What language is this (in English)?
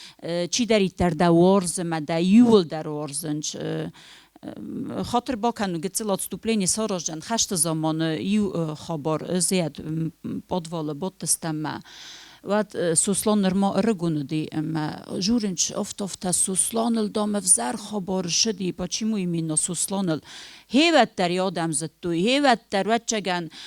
Ossetic